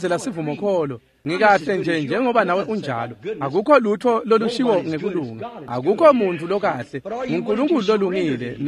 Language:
Swati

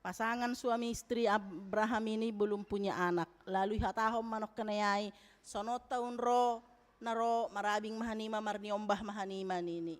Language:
Batak Simalungun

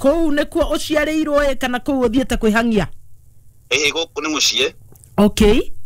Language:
Kikuyu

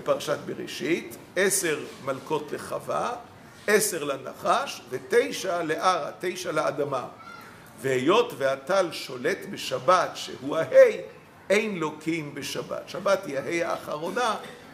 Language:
Hebrew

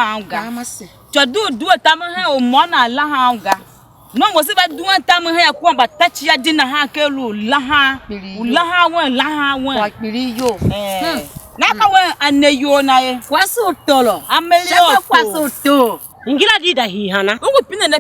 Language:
Tiv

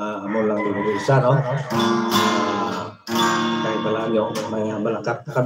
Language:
Hiligaynon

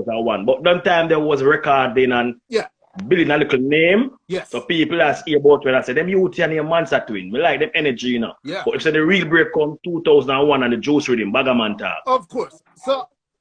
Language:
Jamaican Creole English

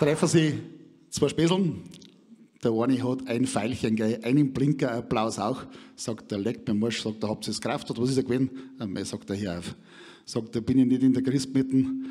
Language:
Bavarian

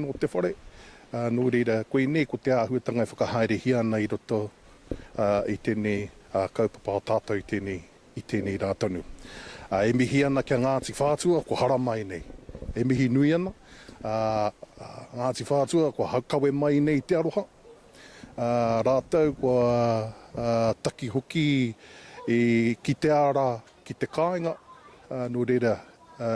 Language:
Māori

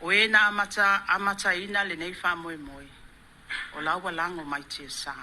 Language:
Samoan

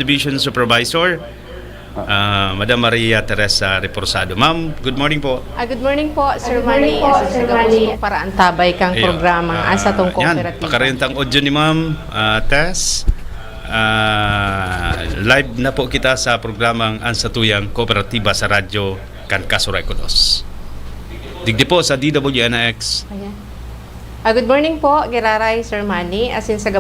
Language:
Bikol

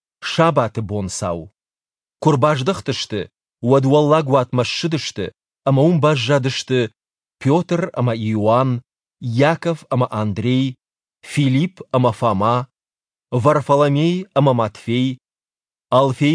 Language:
Ossetic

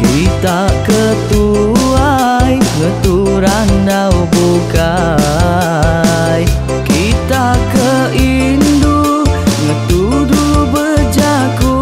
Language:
Iban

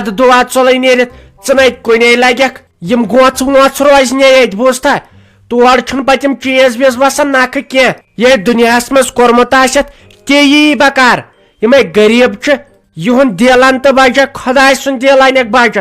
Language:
Kashmiri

